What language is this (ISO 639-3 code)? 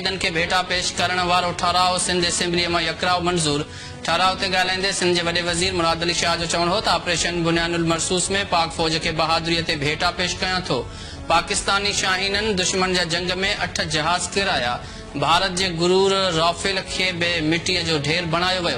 snd